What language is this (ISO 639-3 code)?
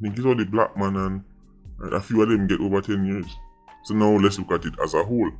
jam